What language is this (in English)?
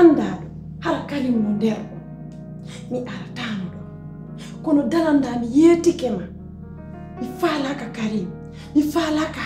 Pular